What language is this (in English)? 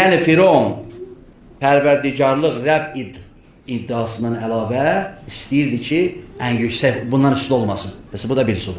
Azerbaijani